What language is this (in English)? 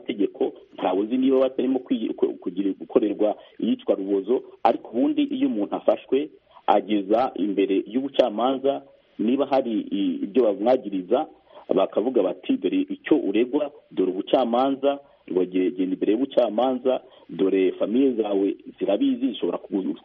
Kinyarwanda